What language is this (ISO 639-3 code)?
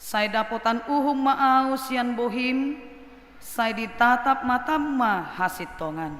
bbc